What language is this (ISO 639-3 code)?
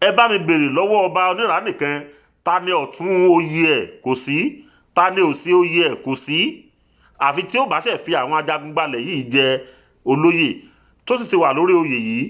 yor